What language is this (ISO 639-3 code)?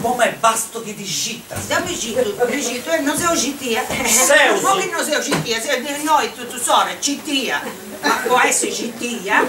srd